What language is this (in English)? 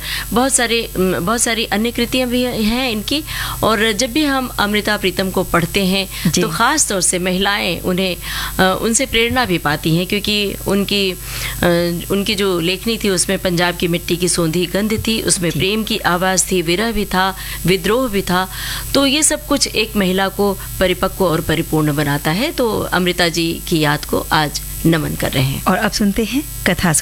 Hindi